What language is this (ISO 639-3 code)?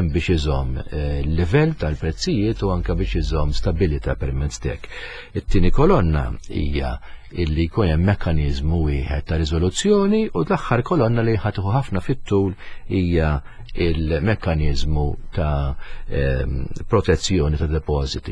mlt